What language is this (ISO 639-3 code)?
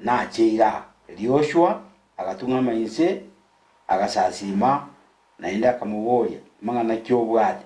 guz